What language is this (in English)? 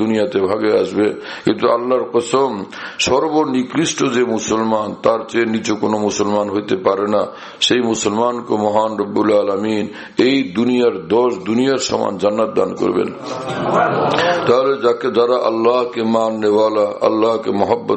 Bangla